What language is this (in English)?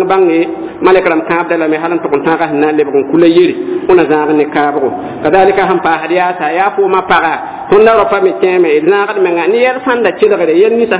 Mossi